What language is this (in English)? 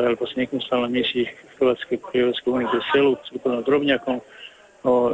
Croatian